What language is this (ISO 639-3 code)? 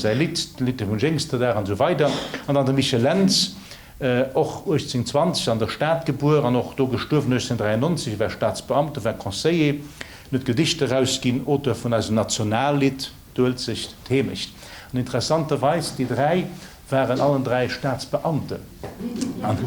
ltz